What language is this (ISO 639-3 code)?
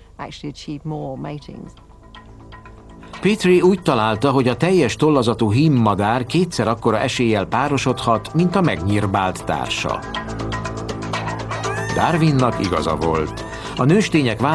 hun